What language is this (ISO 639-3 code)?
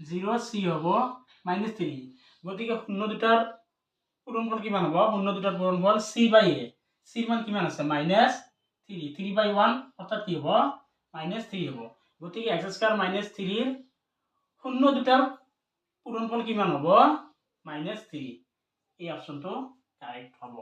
asm